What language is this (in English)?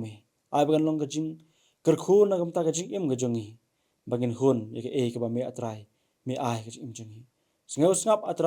Khasi